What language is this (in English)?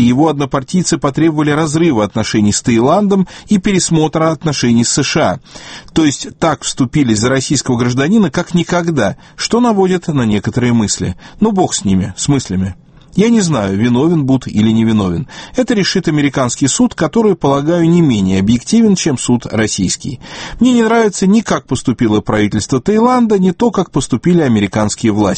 Russian